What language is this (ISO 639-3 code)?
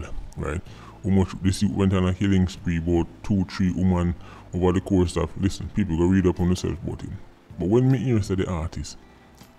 jam